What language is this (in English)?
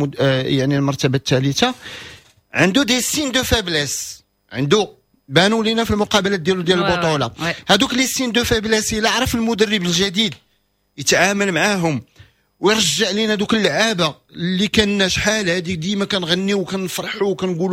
Moroccan Arabic